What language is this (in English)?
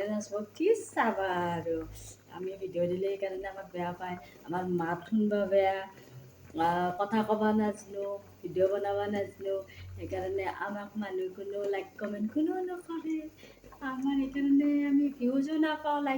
Assamese